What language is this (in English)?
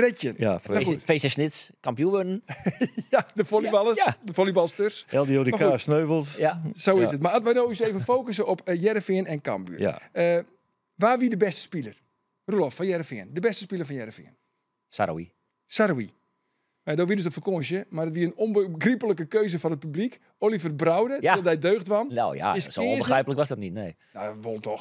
Western Frisian